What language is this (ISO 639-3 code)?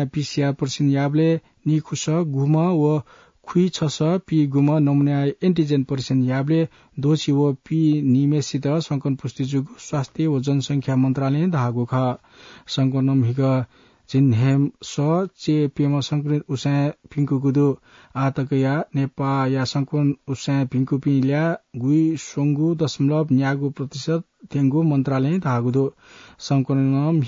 new